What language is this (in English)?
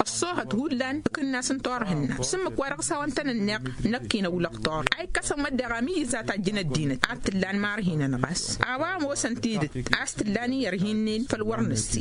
Tamasheq